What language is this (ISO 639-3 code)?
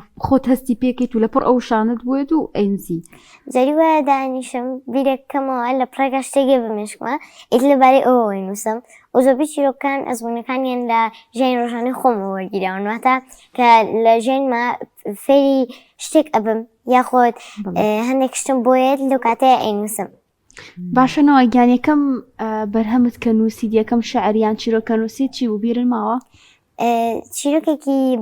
ckb